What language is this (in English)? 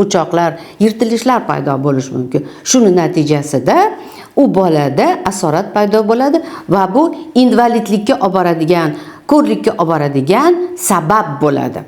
Uzbek